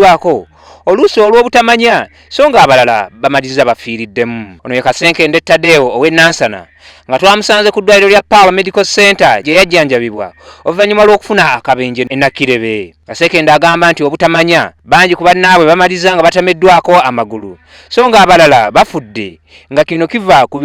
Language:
Ganda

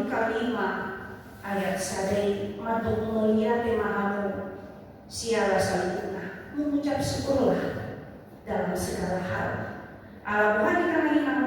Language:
Batak Toba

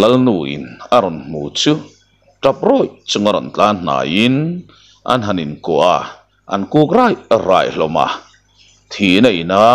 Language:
Mizo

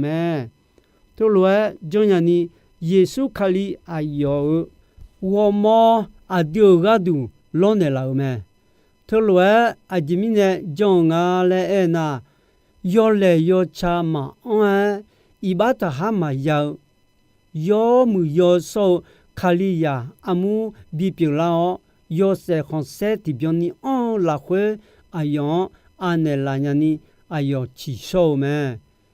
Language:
Akha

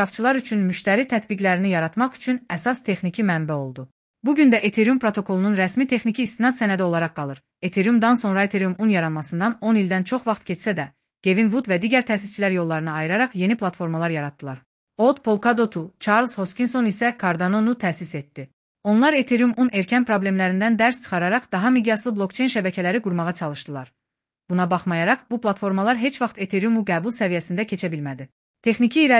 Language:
Azerbaijani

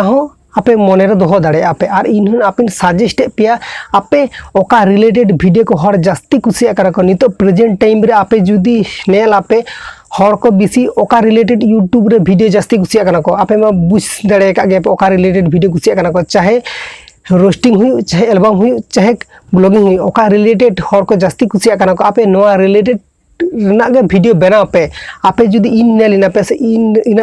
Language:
Santali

